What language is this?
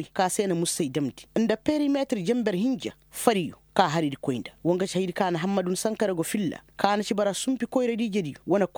Koyraboro Senni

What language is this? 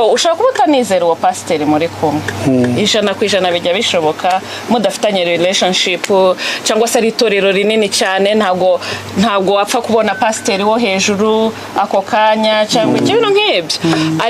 Kinyarwanda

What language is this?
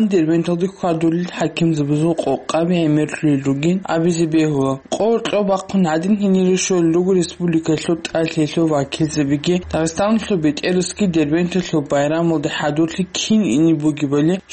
Avaric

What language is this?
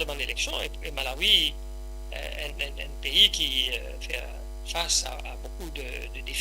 Morisyen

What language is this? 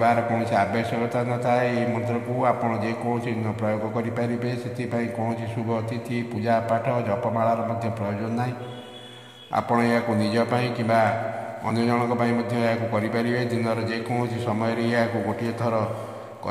Odia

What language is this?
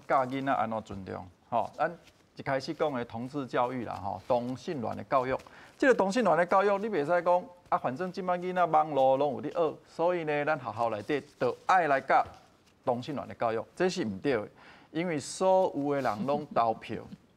Min Nan Chinese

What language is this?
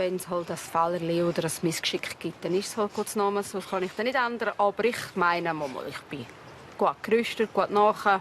Swiss German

